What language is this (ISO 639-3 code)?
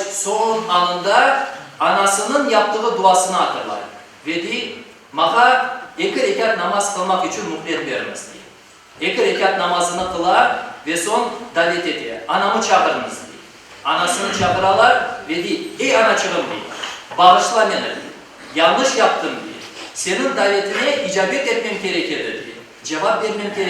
crh